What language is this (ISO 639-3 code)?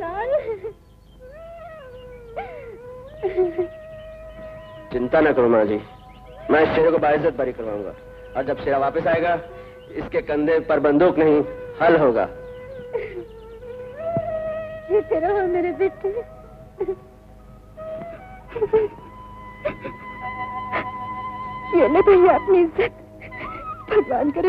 hin